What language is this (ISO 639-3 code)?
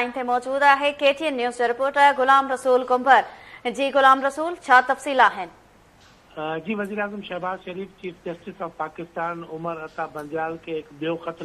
snd